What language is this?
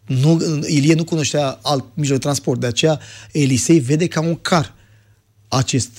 Romanian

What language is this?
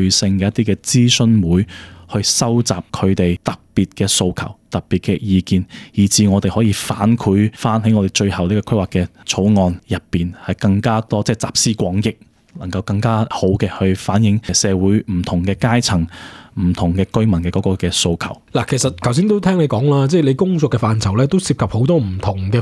Cantonese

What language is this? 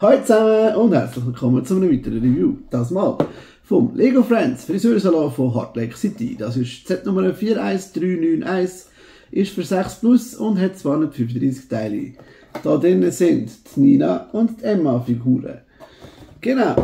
Swiss German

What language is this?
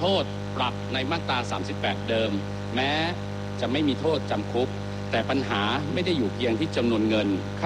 Thai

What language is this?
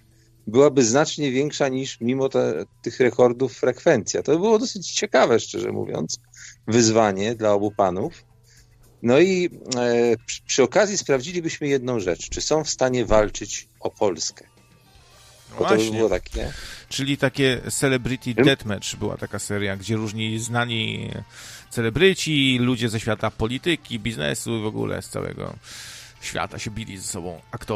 Polish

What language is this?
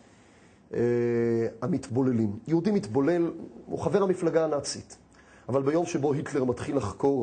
Hebrew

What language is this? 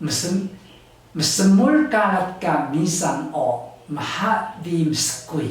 Taroko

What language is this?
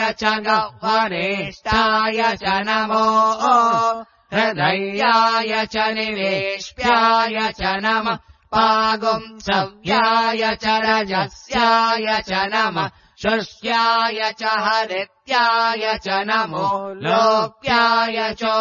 Sanskrit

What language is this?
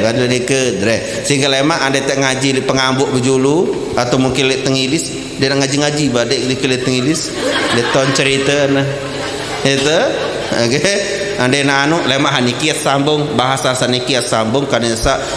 Sasak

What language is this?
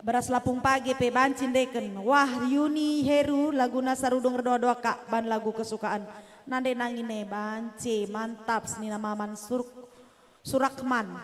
Batak Karo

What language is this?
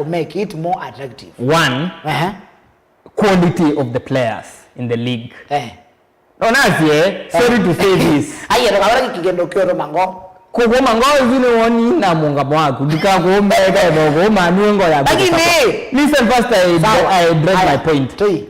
Kamba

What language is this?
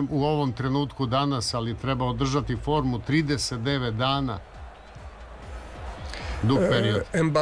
Serbian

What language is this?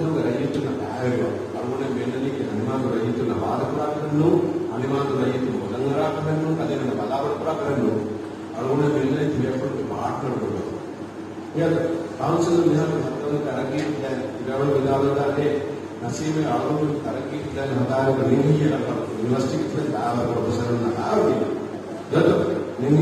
Divehi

